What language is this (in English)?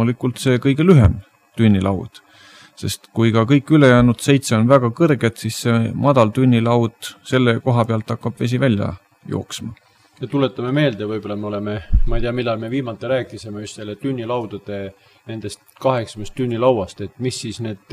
Estonian